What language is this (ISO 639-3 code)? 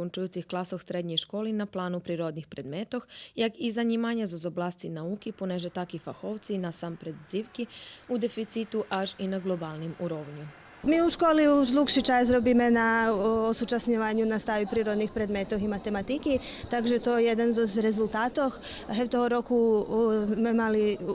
rue